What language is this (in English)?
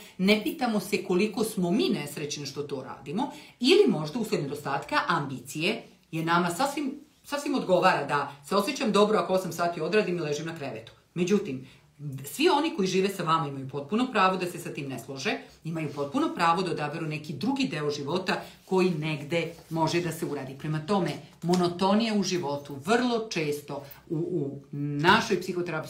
Serbian